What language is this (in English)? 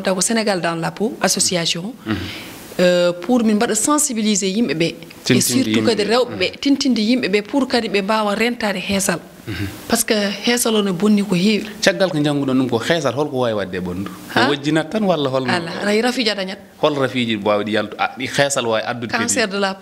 Fula